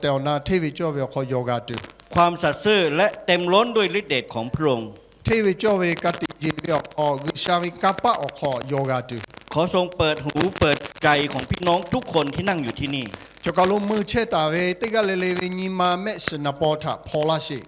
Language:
Lahu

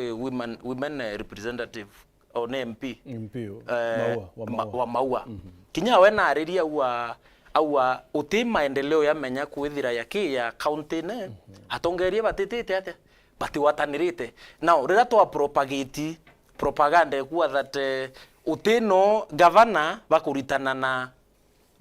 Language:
Meru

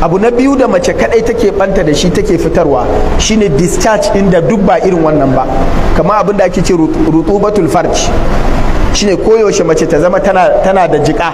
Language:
Hausa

